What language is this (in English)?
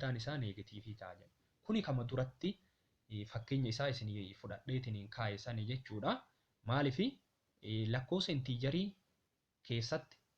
Oromo